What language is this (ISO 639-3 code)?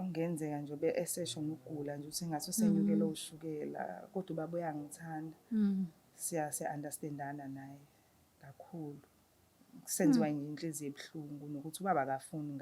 zul